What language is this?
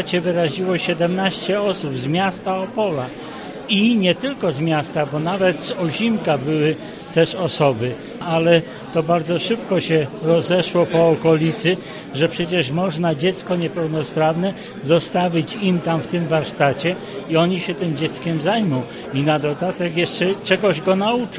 Polish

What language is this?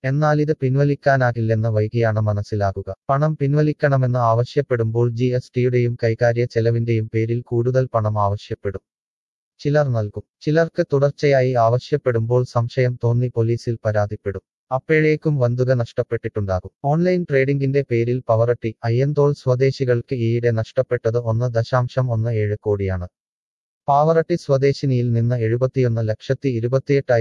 Malayalam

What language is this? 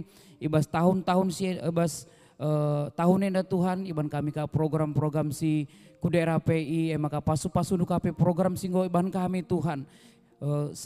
Batak Karo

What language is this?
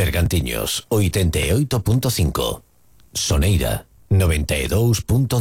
Galician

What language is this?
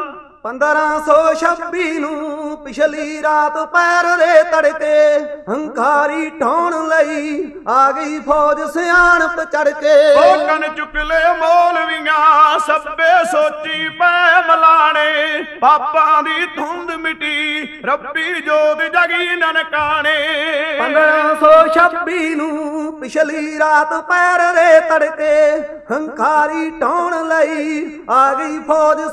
Punjabi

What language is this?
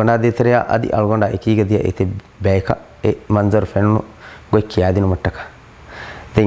Divehi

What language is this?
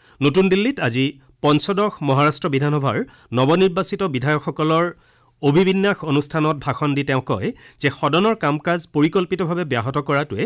Assamese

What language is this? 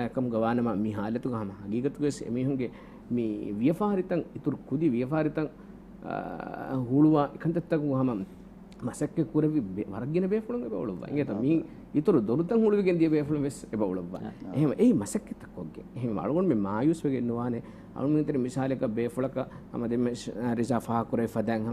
Divehi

